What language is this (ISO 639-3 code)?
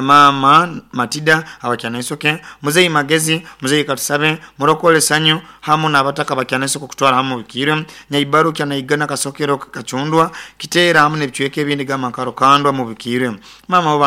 nyo